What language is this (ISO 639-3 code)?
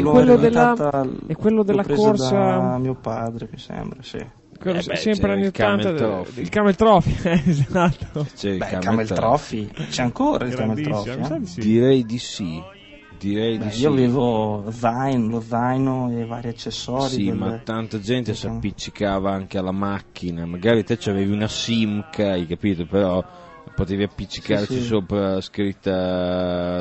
ita